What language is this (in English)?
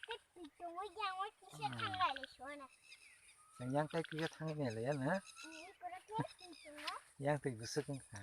Kok Borok